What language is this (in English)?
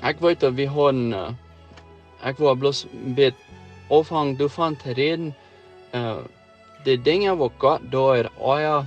Plautdietsch